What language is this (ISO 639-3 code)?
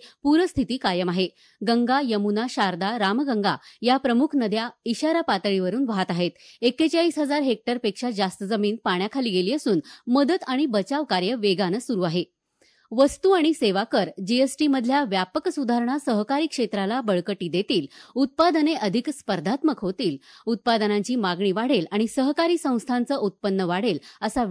mar